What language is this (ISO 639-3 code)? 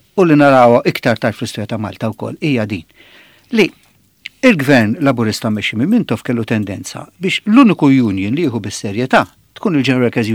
mlt